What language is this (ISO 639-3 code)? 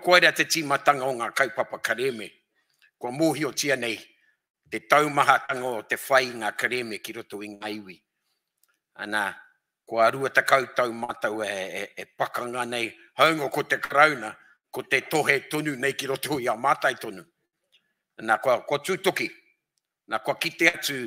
mri